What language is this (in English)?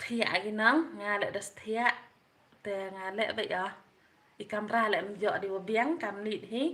Khasi